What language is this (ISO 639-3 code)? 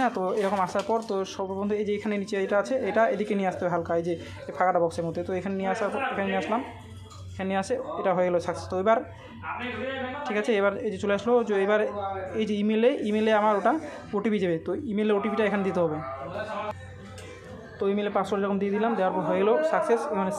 ben